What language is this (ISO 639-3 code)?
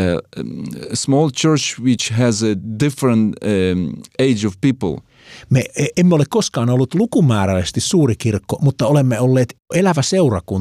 fin